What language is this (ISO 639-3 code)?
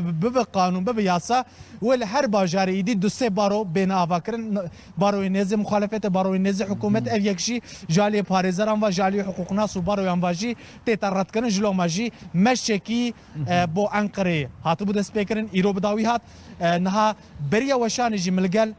kur